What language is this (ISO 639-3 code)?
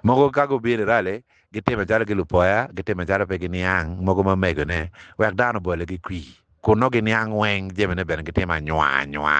ach